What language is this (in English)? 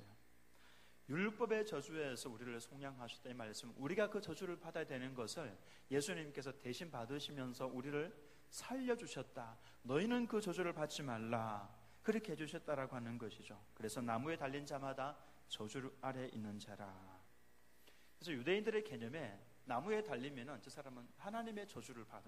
Korean